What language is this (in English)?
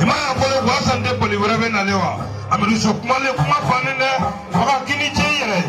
Bambara